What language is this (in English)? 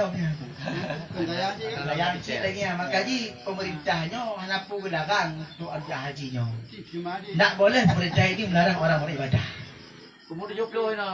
Achinese